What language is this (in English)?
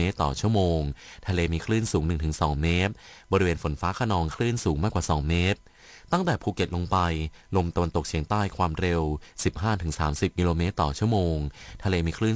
Thai